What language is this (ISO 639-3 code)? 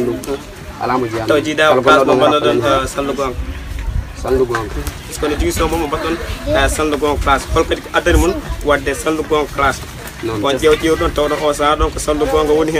fuf